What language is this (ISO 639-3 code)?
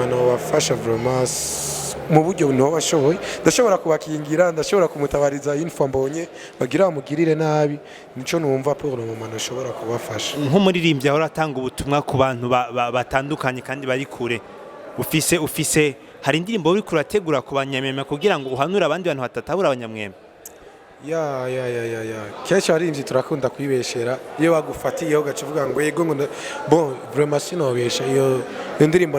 run